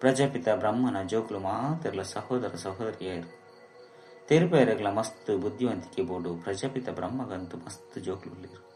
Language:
Tulu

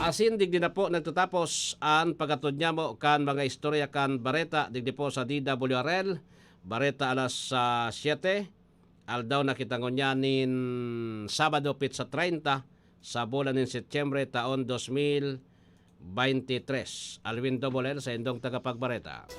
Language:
Bikol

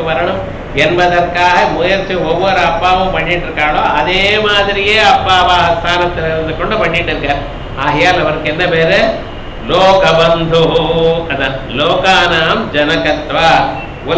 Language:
Tamil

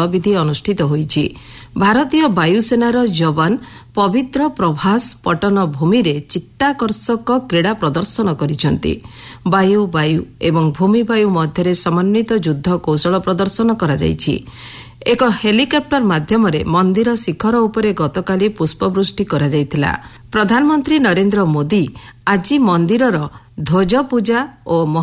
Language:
Odia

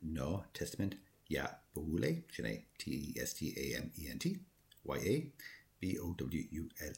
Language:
Irish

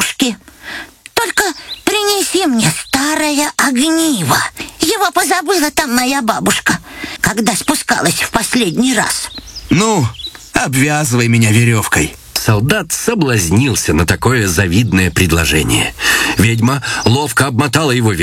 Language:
Russian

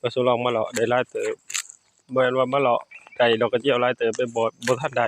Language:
Northeastern Thai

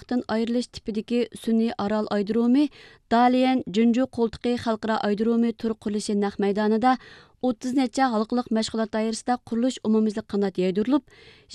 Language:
Uyghur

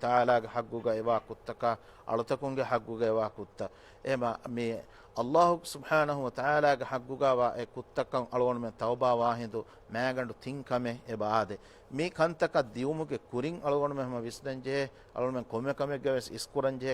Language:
Divehi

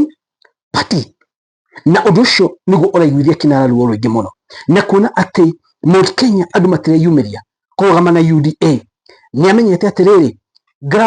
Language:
Kikuyu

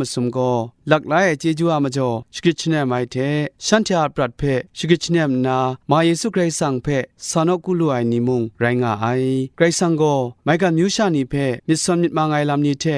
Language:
Kachin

